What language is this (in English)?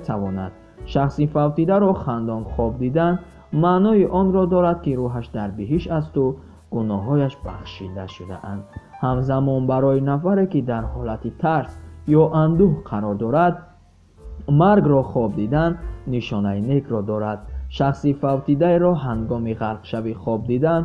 Tajik